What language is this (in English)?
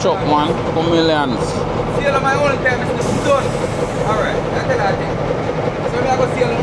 Jamaican Creole English